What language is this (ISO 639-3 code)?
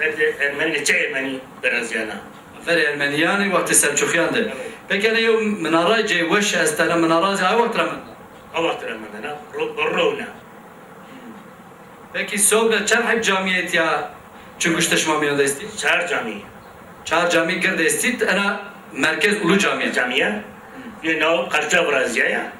zza